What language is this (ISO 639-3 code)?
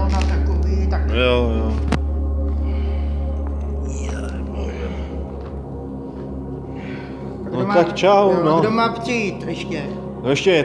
ces